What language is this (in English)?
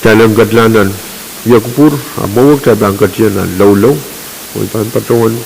Pohnpeian